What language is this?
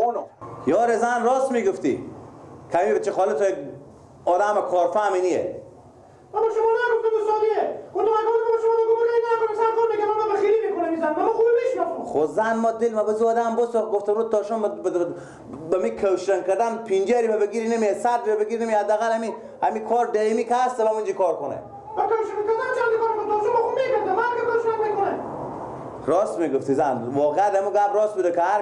Persian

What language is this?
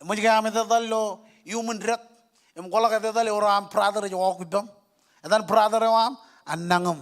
Marshallese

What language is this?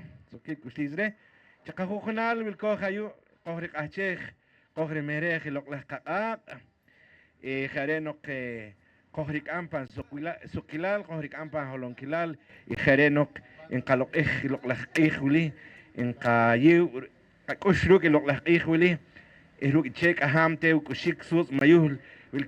Poqomchi'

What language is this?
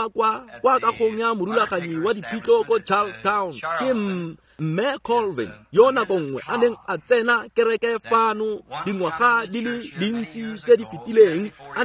Tswana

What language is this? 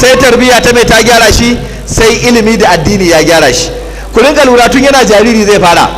Hausa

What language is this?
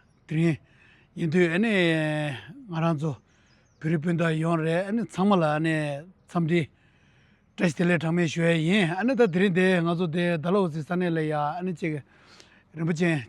Tibetan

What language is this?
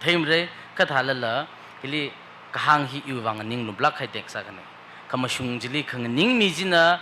Tangkhul Naga (India)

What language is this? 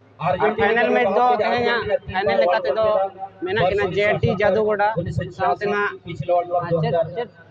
Santali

